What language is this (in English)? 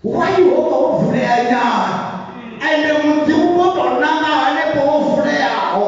Venda